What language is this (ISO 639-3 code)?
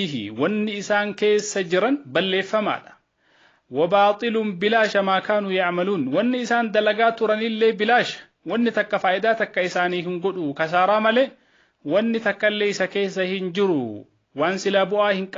orm